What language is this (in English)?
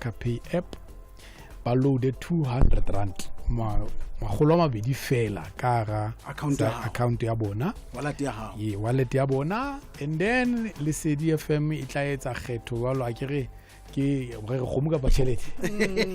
Southern Sotho